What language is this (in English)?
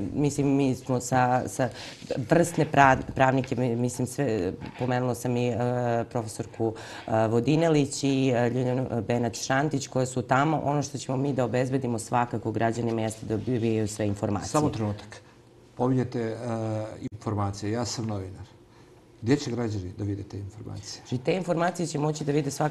Serbian